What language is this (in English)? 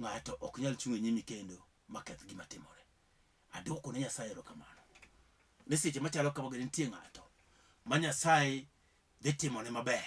Luo (Kenya and Tanzania)